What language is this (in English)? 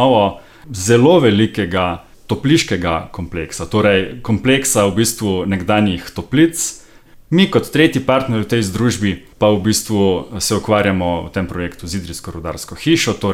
Slovenian